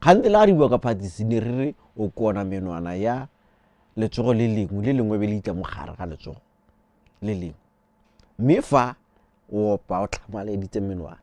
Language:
Tswana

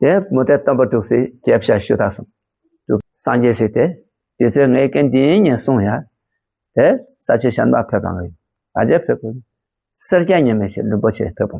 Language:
Tibetan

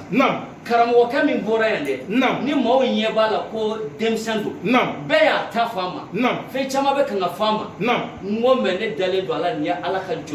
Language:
Bambara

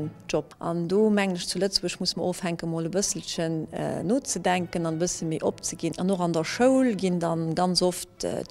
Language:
Luxembourgish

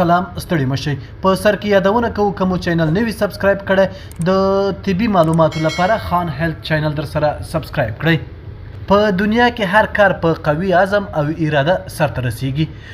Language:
Pashto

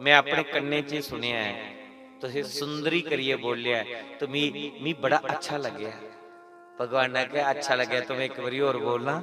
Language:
Dogri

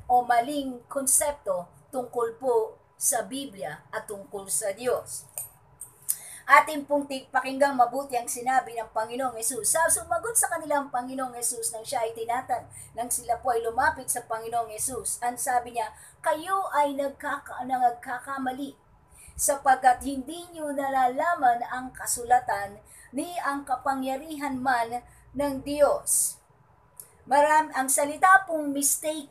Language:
Filipino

